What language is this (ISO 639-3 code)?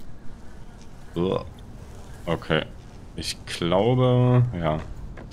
deu